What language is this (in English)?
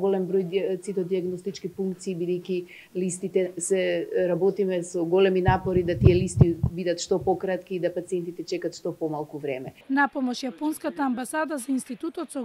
Macedonian